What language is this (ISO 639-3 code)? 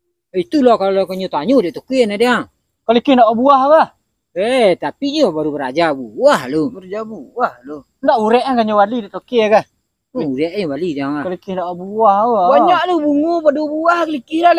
min